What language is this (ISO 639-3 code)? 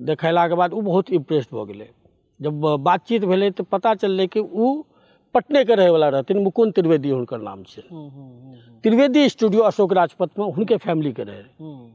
mai